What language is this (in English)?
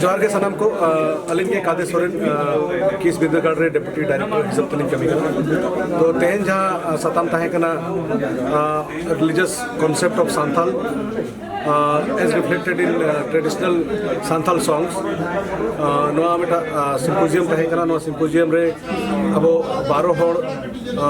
Santali